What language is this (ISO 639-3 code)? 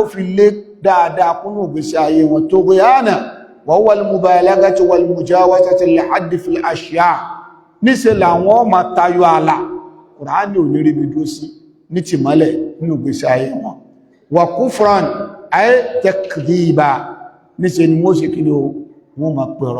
yor